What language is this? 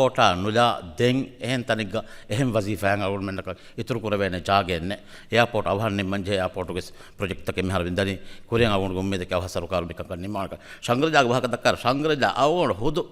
Divehi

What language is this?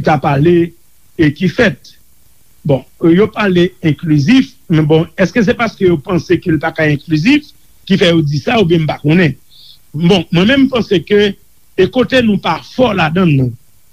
Haitian Creole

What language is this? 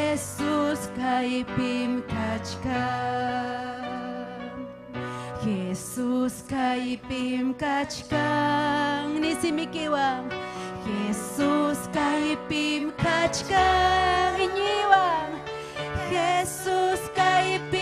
Ayacucho Quechua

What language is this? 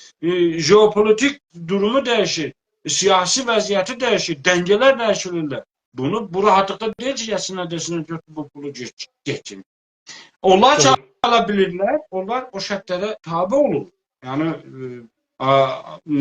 South Azerbaijani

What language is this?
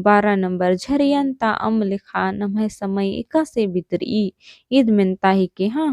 Kurukh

